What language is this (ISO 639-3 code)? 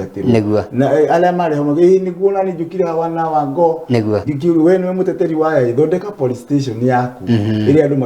kik